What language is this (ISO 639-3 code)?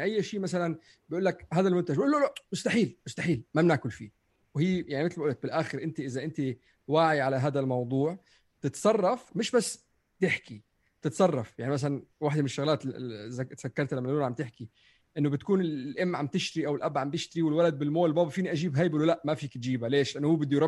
apc